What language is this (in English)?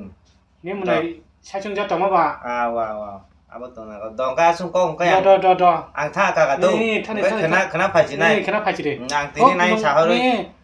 Kok Borok